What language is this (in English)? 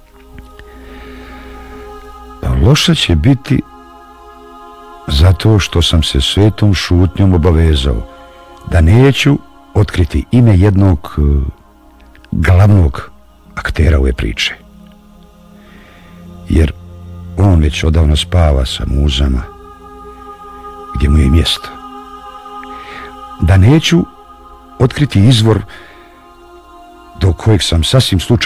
Bosnian